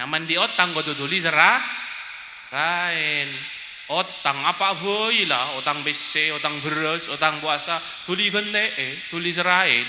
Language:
Madurese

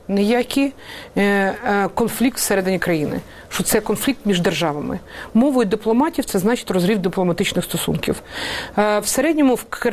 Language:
Ukrainian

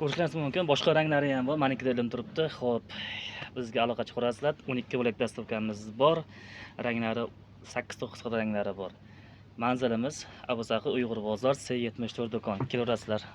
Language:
Uzbek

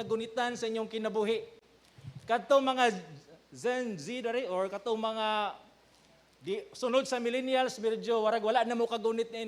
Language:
Cebuano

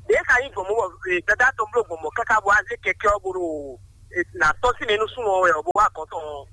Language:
Fon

